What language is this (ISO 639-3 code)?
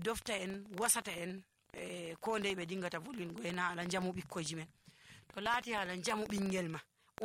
fuv